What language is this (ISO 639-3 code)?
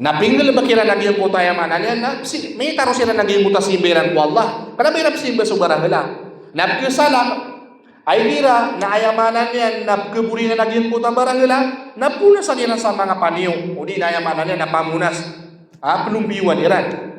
mrw